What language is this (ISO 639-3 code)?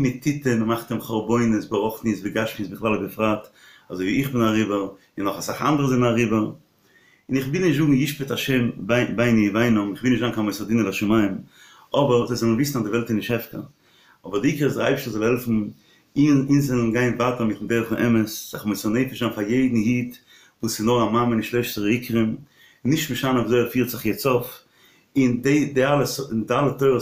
yid